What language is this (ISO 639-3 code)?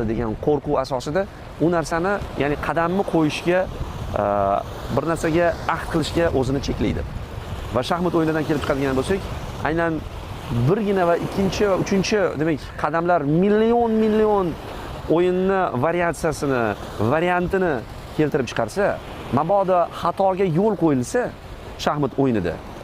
uzb